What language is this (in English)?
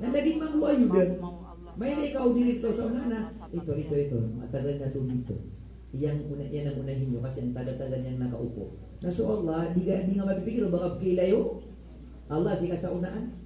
Maranao